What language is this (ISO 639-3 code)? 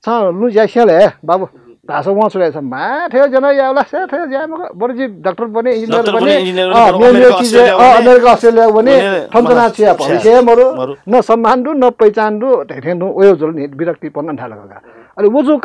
new